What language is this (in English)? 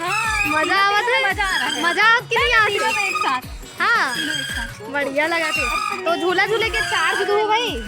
Chhattisgarhi